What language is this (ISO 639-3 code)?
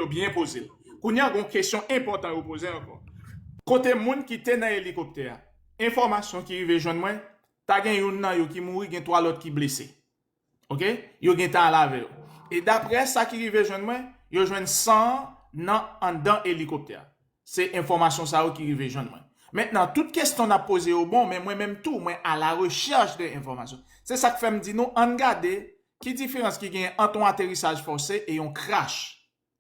hat